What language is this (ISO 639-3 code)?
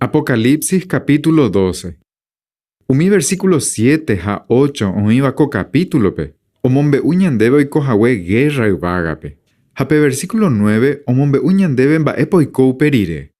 grn